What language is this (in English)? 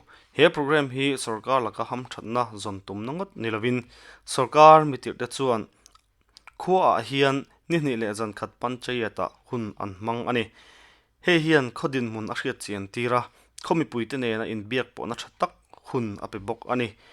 Mizo